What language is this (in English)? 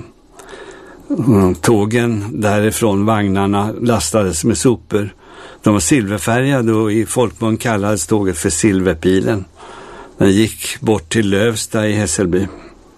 Swedish